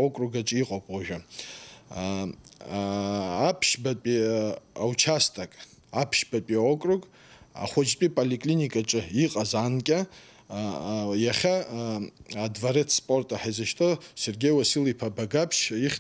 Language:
Abkhazian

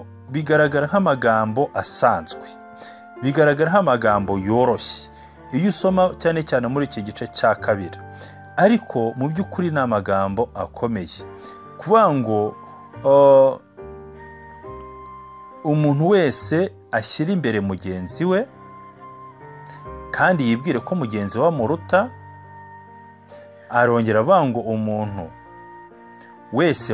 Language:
Kinyarwanda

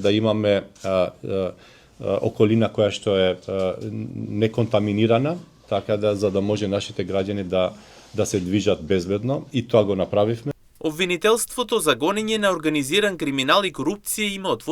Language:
Macedonian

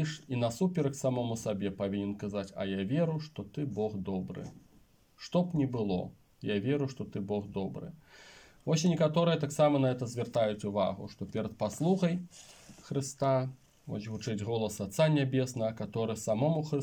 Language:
Belarusian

